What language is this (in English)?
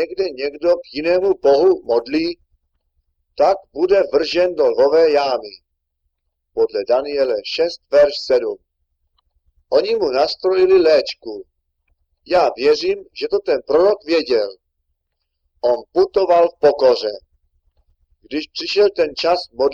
Czech